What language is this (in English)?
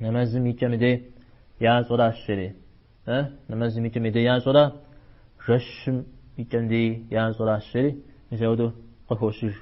Kabardian